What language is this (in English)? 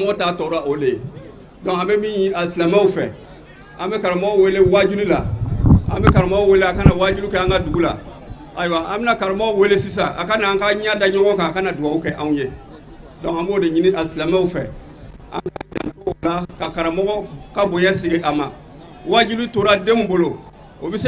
Bambara